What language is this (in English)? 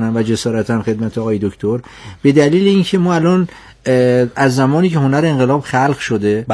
Persian